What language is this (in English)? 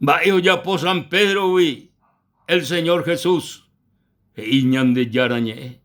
Guarani